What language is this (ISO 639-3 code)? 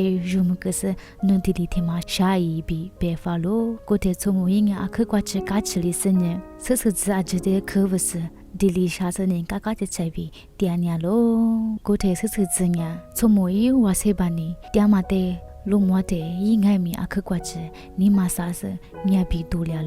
lis